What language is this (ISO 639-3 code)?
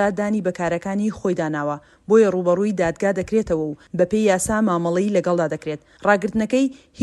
ckb